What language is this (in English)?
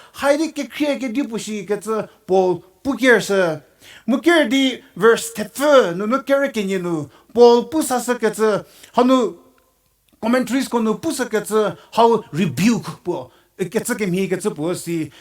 Angami Naga